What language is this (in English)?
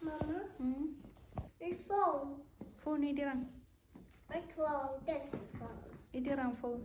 Tswana